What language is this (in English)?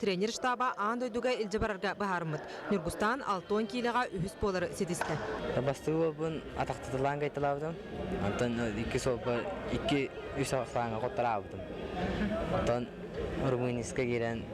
Yakut